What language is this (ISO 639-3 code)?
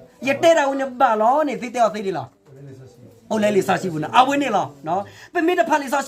ksw